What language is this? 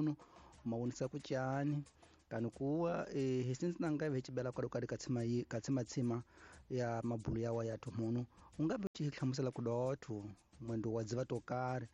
Tsonga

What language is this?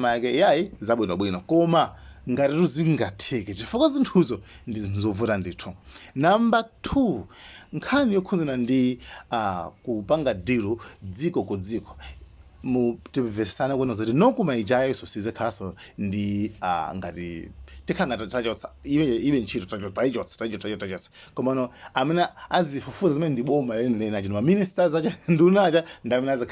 Nyanja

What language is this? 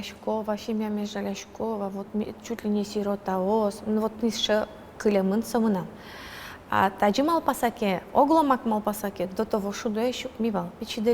Udmurt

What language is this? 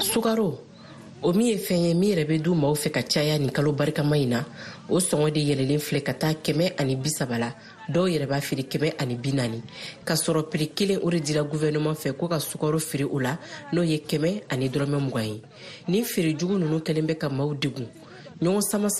Bambara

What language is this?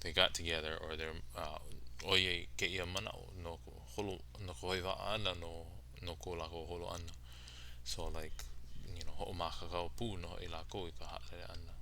Hawaiian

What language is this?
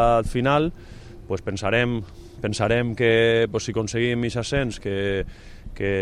Catalan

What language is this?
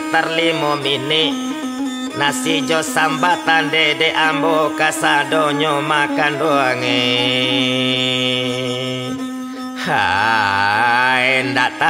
Minangkabau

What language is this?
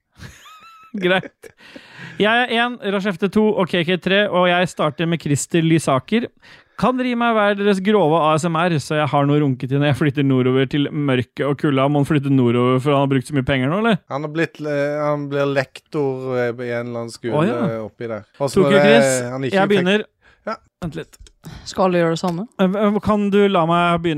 Norwegian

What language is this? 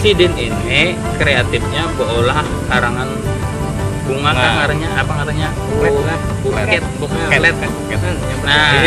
Banjar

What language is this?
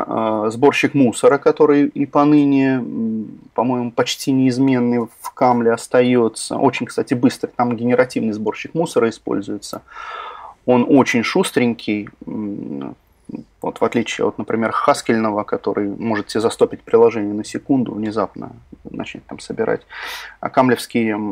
Russian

